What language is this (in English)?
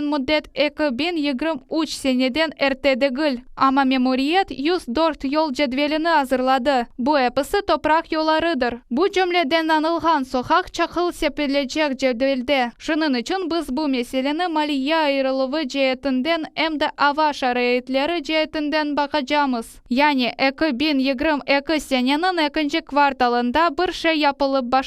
Crimean Tatar